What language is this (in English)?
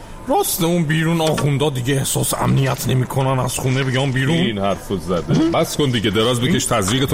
Persian